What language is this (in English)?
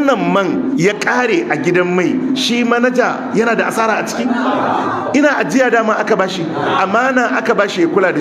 Hausa